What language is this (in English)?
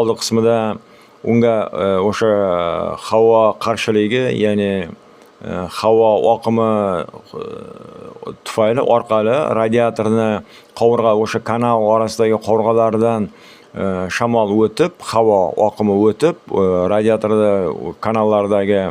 Uzbek